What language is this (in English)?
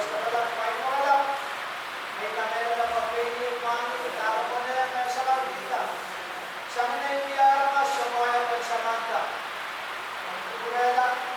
Pohnpeian